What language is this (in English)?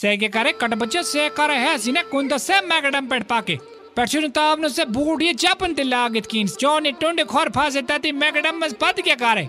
Kashmiri